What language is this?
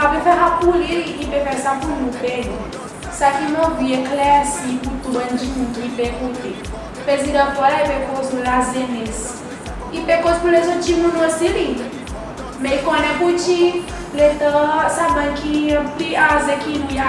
Seselwa Creole French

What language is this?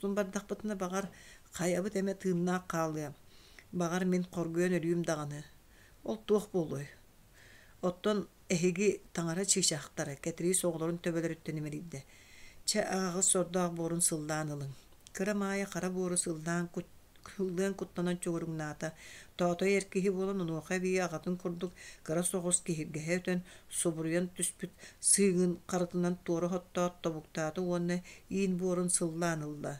Yakut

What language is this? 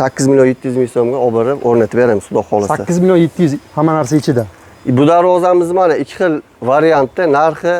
Uzbek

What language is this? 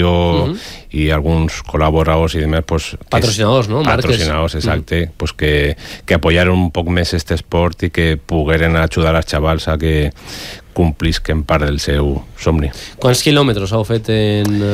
Catalan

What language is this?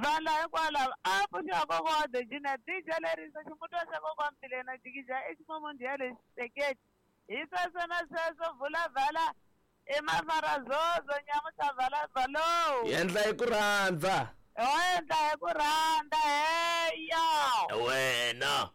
Tsonga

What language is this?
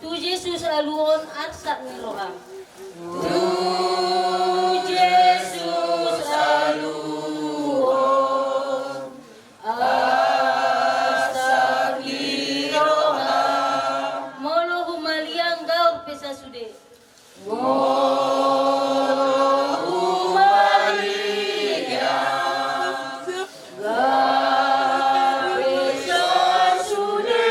Batak Toba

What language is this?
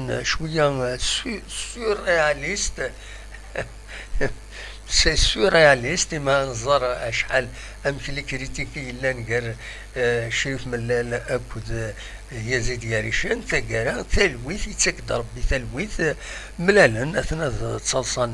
Kabyle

